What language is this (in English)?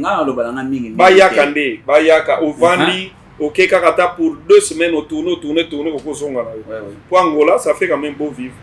Lingala